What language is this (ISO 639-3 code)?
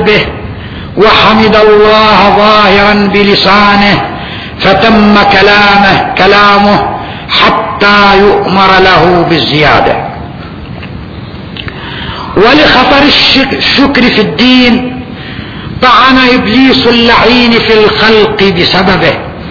ara